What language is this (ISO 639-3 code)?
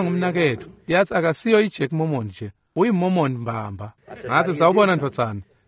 ssw